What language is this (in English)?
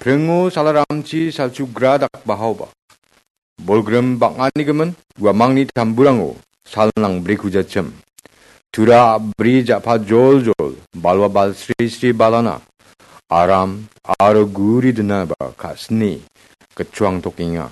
Garo